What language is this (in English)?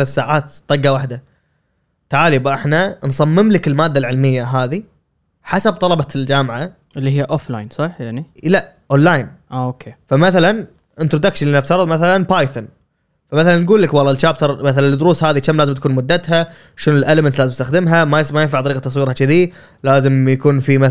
Gulf Arabic